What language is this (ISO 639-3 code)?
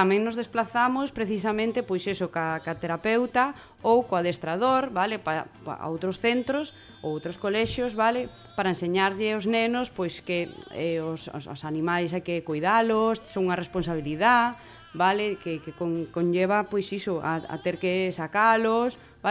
glg